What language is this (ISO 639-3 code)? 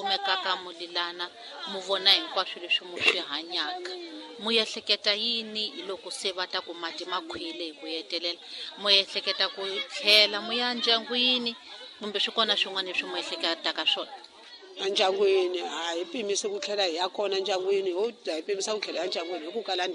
tso